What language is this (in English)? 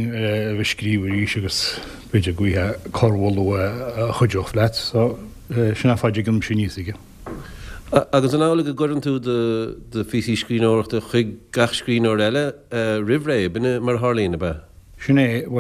Irish